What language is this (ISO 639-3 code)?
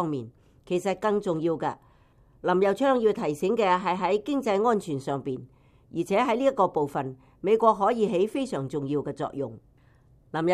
yue